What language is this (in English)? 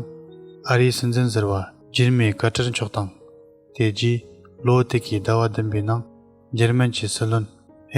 Tibetan